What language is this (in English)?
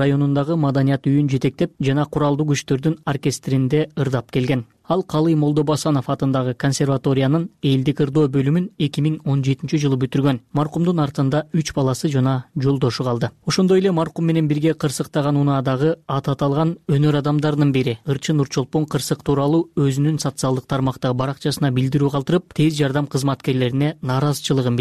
Kyrgyz